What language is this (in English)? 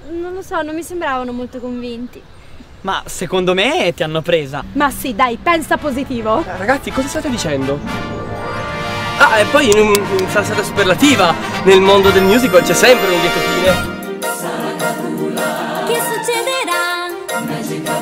Italian